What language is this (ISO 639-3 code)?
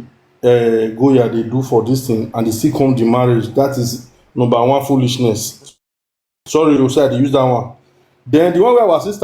pcm